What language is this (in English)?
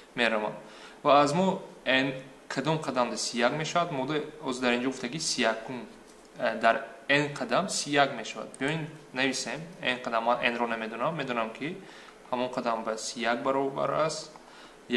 Tajik